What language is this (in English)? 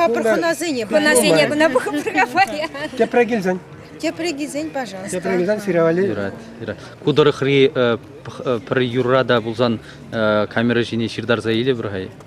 Chuvash